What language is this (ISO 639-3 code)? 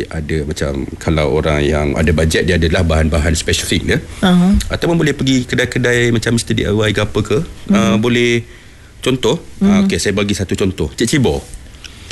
msa